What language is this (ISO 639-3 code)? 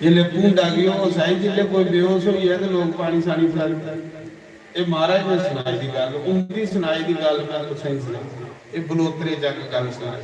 doi